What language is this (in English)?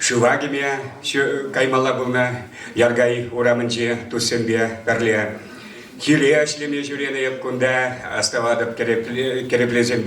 Chuvash